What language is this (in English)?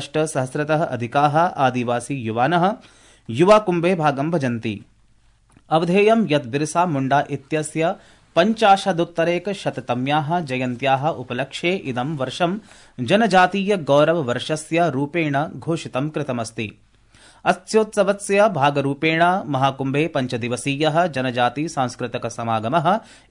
Sanskrit